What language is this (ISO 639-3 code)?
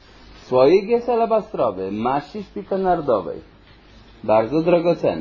pol